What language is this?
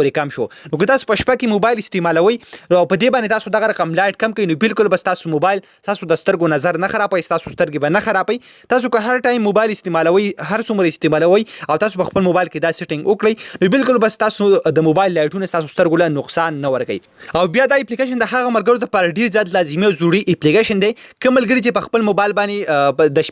Pashto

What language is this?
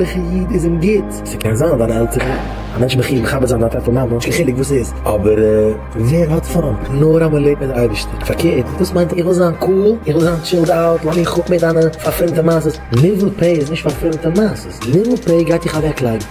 Yiddish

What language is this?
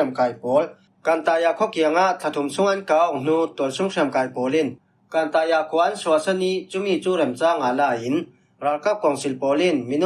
Falam Chin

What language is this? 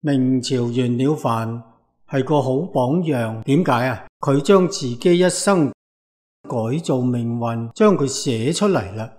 Cantonese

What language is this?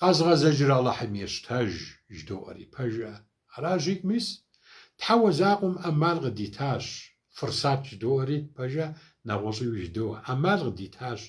Kabardian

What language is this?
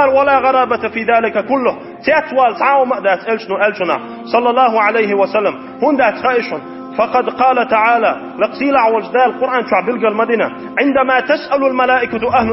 Chechen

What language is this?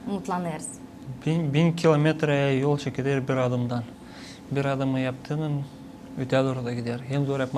Gagauz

